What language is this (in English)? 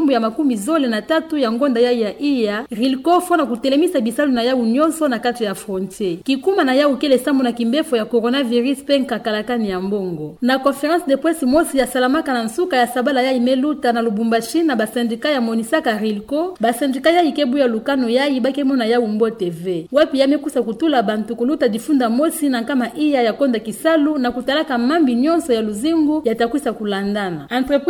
Kituba (Democratic Republic of Congo)